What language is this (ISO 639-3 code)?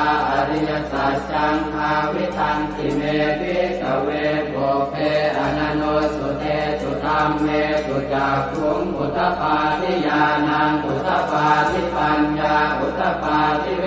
pli